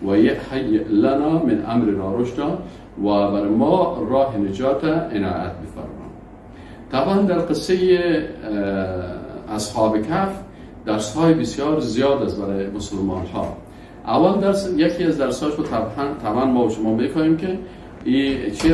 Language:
Persian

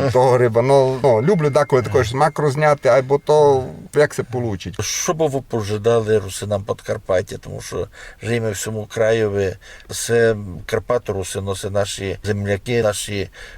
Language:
Rusyn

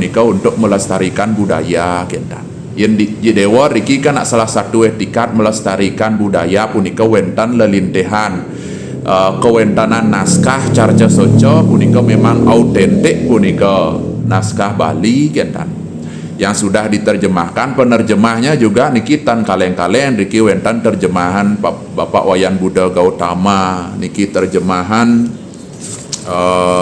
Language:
Balinese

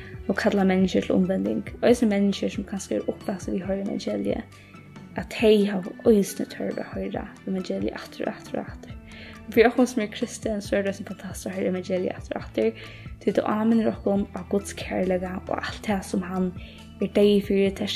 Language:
Faroese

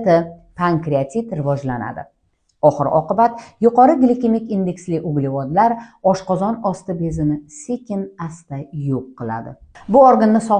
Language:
Uzbek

